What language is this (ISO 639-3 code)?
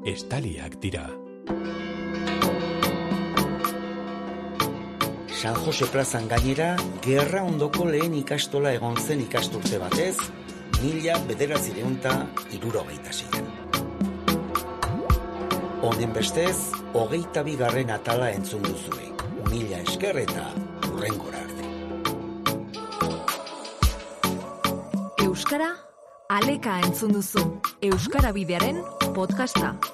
eus